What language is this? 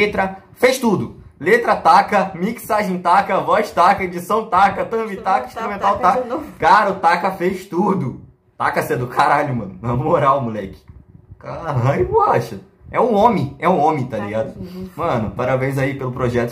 Portuguese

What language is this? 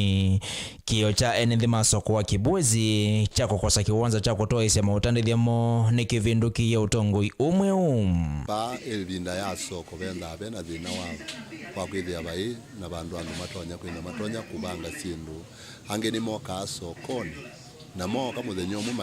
Kamba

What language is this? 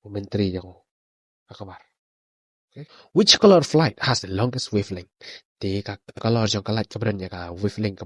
Khasi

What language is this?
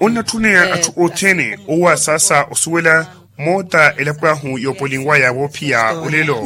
Makhuwa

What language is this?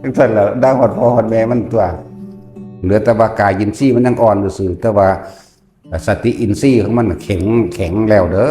Northeastern Thai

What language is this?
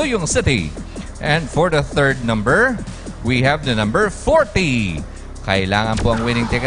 Filipino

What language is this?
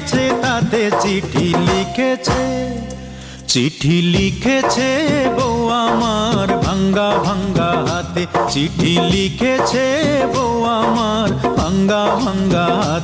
Bangla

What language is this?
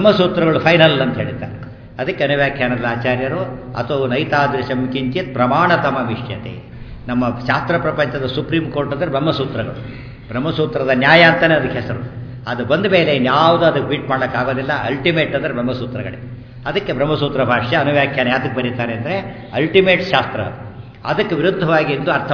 Kannada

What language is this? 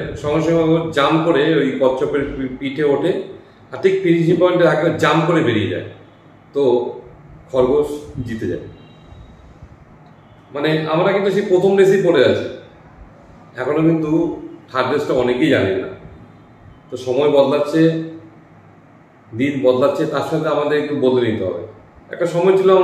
Bangla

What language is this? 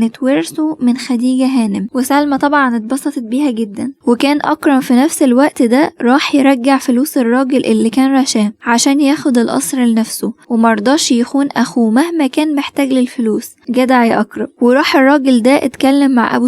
Egyptian Arabic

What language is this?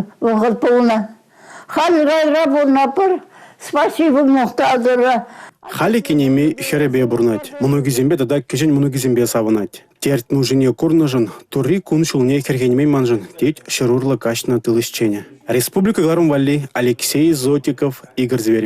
Chuvash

